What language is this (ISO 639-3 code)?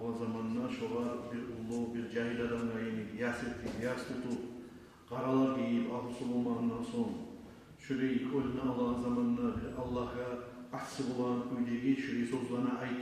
kum